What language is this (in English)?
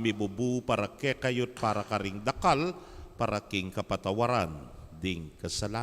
Pampanga